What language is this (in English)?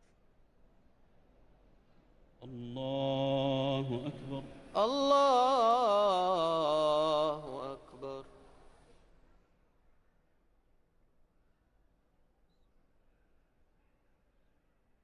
Arabic